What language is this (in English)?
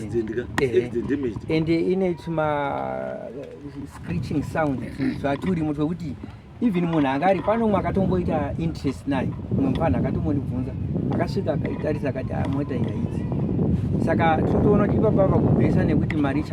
Shona